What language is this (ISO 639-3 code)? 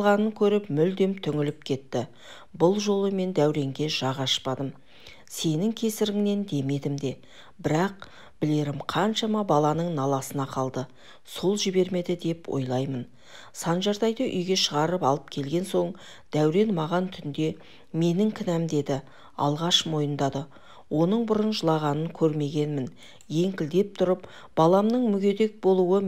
kaz